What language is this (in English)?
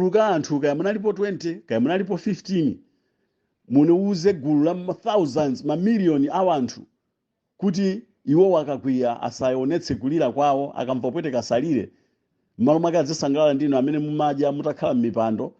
Nyanja